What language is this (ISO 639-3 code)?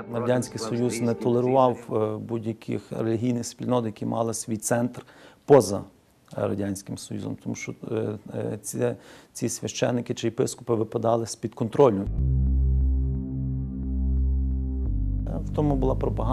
ukr